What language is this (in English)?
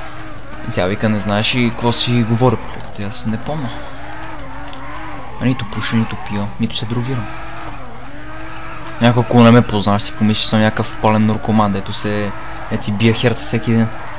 Bulgarian